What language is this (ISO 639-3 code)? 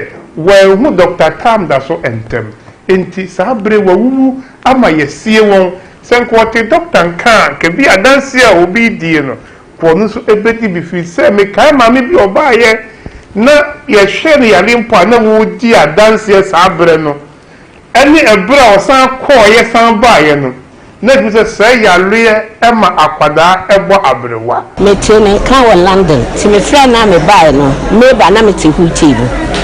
aka